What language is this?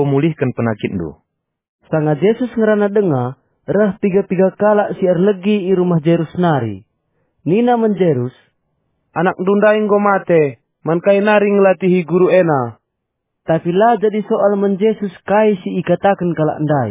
Batak Karo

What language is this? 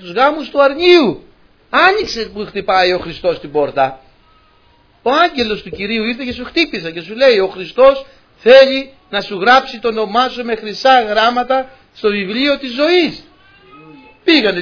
Greek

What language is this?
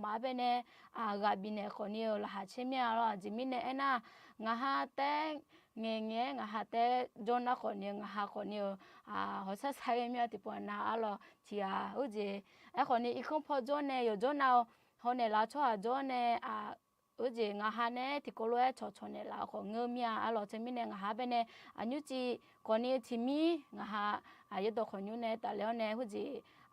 Akha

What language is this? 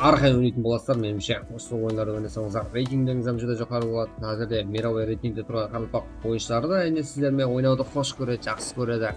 Kara-Kalpak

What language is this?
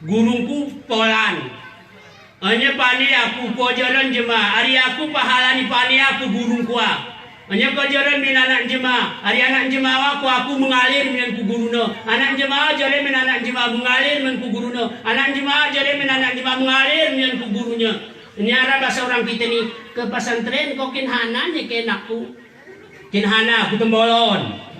Gayo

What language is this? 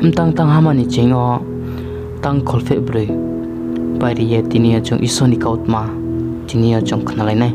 Riang (India)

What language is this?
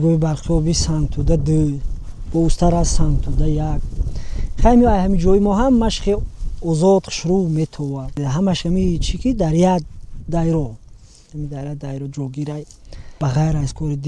Tajik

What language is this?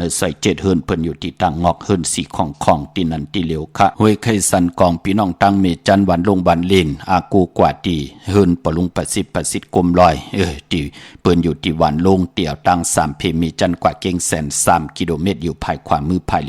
Shan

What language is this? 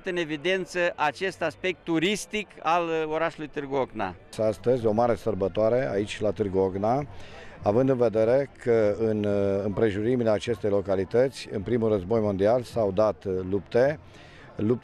Romanian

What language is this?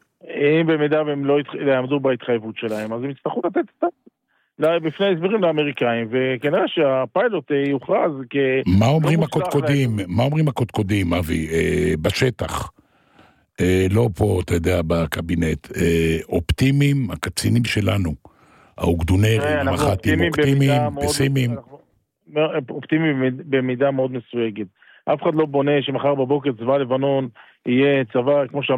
Hebrew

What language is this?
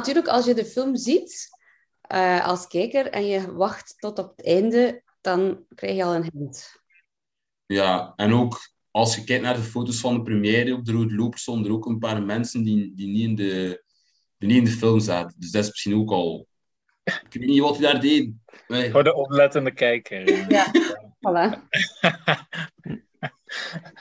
Dutch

